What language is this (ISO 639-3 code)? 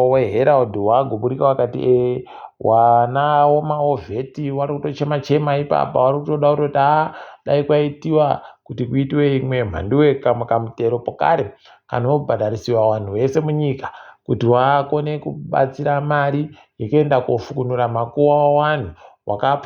ndc